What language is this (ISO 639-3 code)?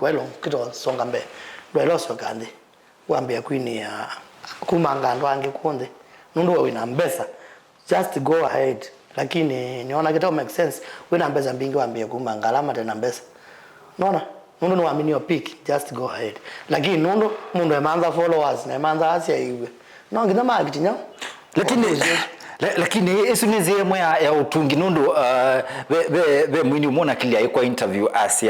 kam